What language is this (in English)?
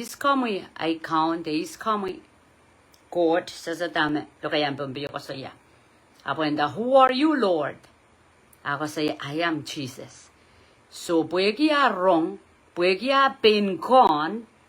Pohnpeian